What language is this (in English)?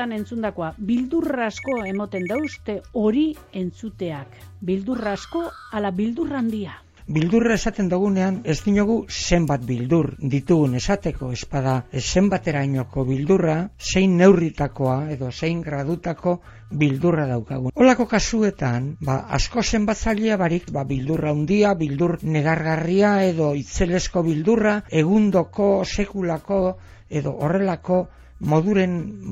Basque